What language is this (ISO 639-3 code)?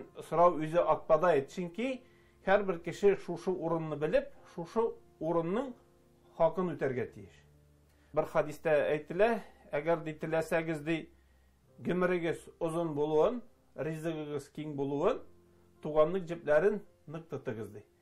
tat